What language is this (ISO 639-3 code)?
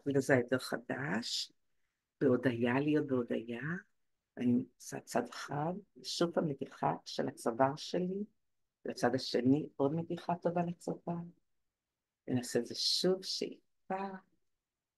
heb